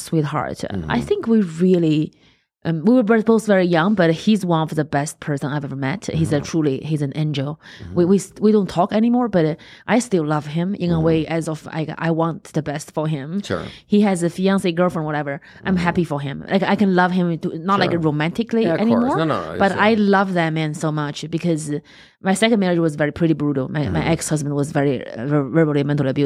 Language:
English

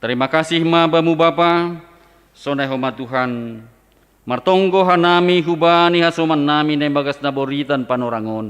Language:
Batak Simalungun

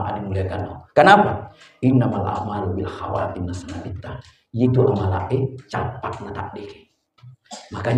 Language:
Buginese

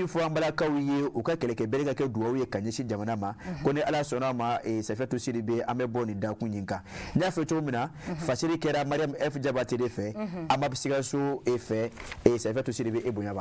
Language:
Bambara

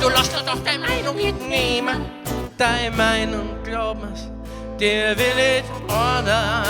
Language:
Bavarian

